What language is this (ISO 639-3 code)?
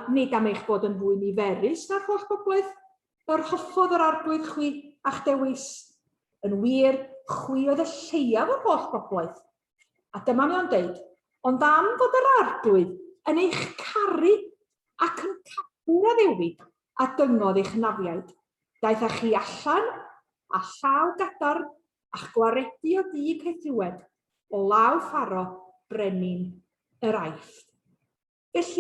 cym